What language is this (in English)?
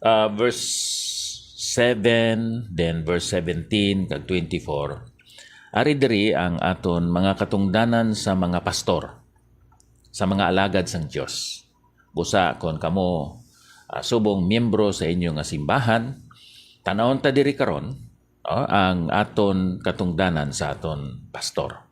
Hiligaynon